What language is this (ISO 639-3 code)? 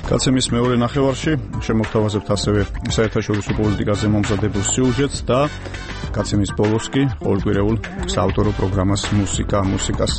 kat